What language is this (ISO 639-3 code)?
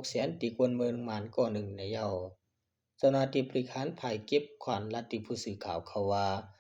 shn